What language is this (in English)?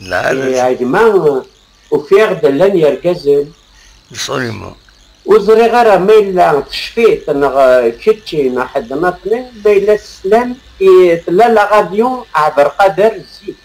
Kabyle